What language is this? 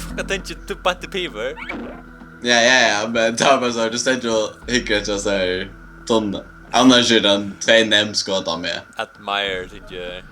Faroese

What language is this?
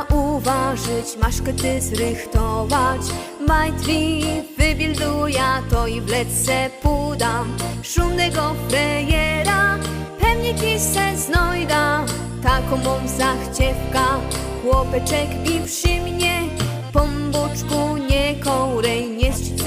Silesian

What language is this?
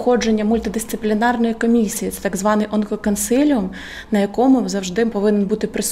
Ukrainian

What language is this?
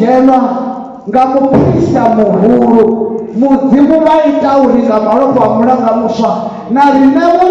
Venda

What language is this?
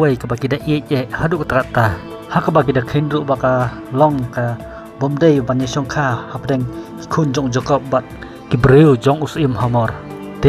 Khasi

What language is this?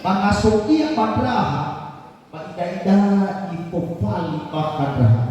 Nias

